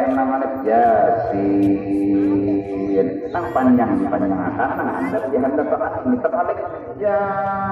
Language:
Banjar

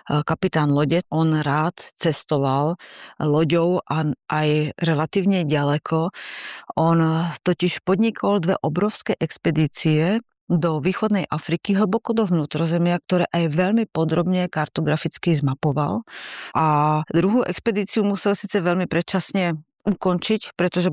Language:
Slovak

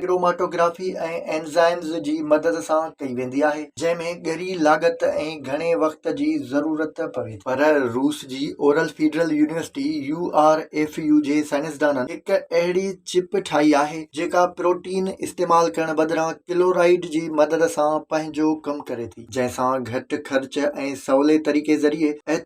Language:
Sindhi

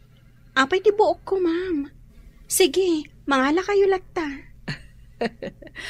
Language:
Iloko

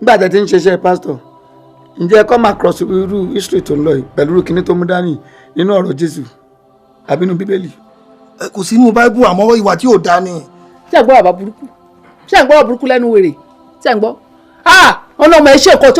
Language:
Yoruba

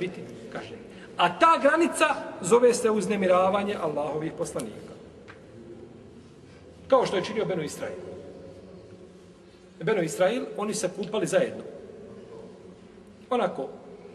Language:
Bosnian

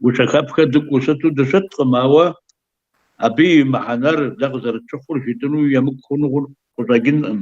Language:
Kabardian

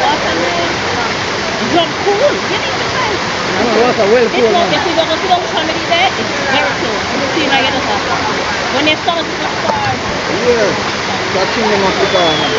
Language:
Jamaican Creole English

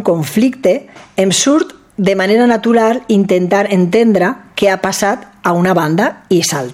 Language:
Catalan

